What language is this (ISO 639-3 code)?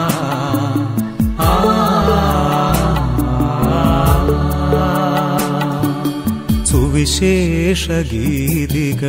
mal